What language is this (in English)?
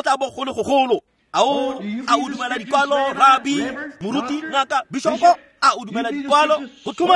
Tswana